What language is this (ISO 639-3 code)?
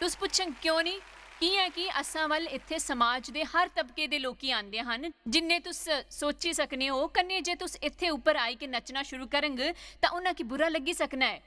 doi